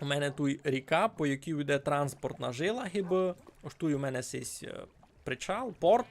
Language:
Rusyn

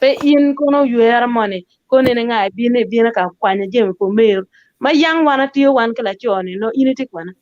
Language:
Acoli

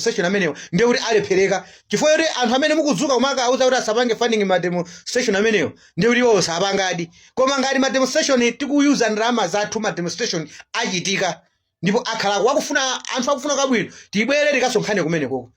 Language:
Nyanja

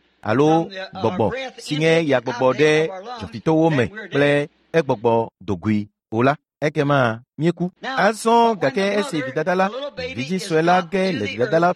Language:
Ewe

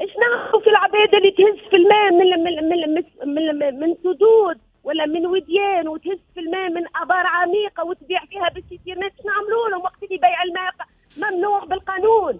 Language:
Tunisian Arabic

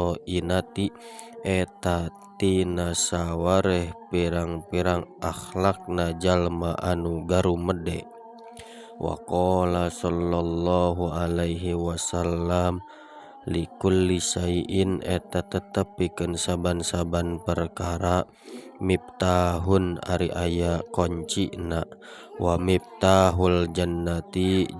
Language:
Sundanese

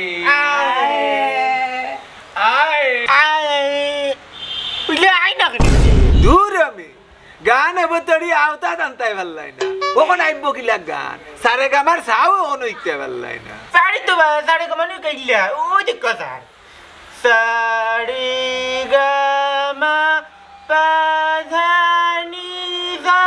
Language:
Sylheti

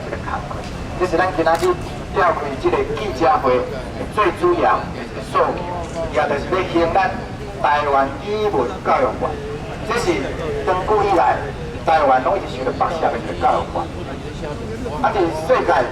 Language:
Min Nan Chinese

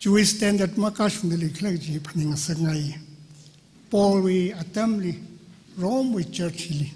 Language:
Tangkhul Naga (India)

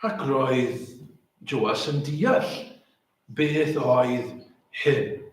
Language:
Welsh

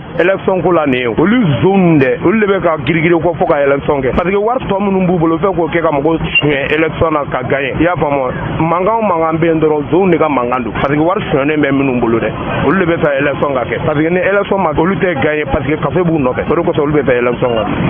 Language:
Bambara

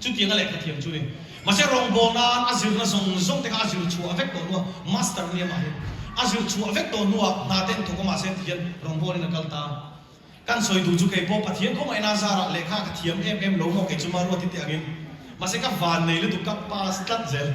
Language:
Mizo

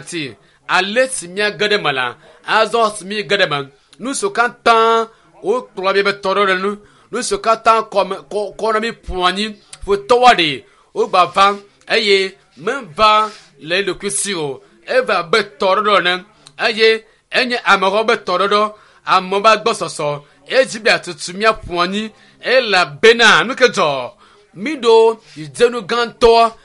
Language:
Ewe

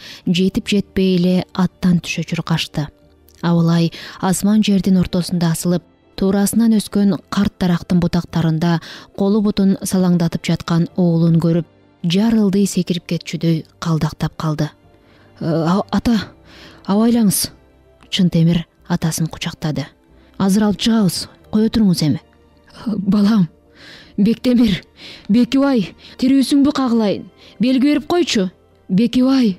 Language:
Kyrgyz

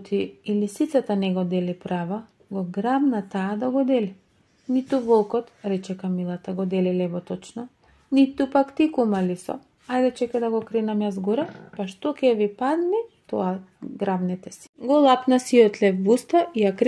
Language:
Macedonian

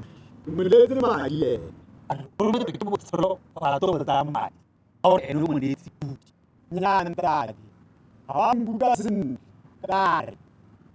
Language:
Tswana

